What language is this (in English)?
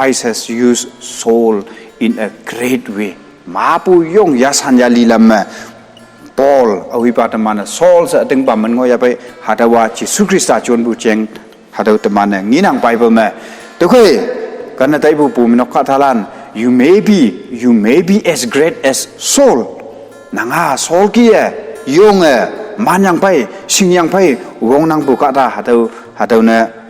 Konyak Naga